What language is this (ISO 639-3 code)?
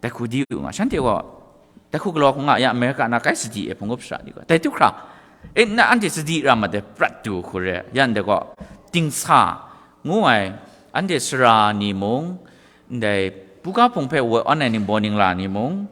kac